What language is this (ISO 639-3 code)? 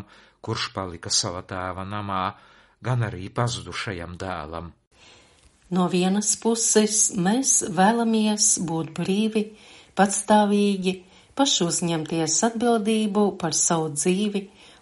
lav